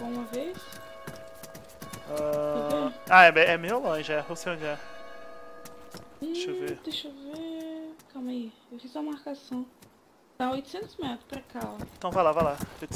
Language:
Portuguese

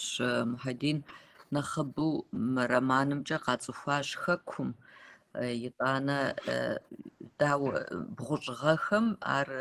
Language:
Kabardian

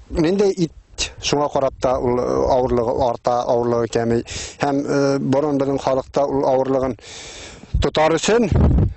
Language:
Bashkir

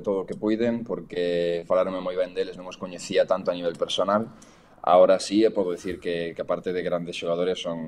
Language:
Galician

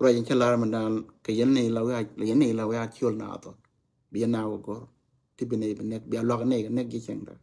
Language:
Nuer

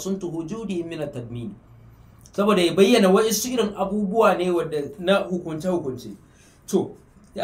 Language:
Hausa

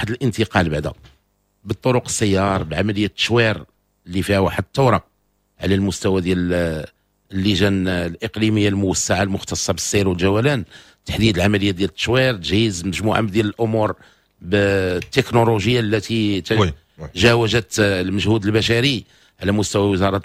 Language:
Moroccan Arabic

